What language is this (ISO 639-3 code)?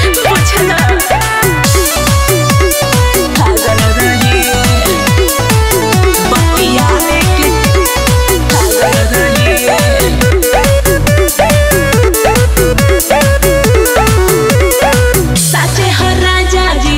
bho